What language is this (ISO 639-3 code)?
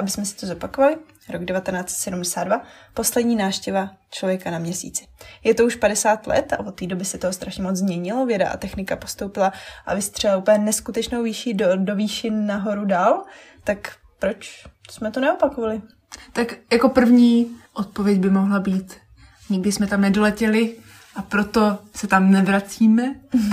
ces